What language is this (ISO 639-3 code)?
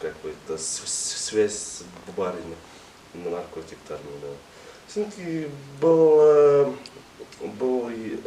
bak